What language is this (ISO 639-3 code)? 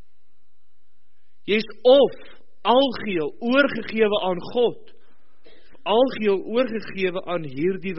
afr